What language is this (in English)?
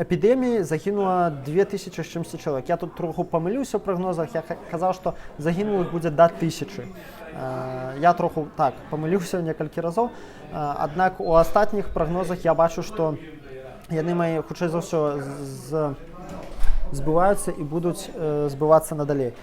Belarusian